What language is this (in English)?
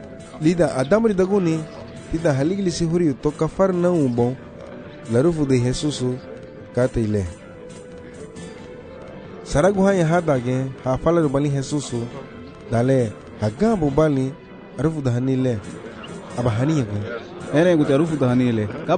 Garifuna